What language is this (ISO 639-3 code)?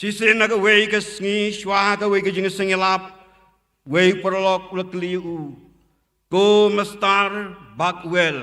kha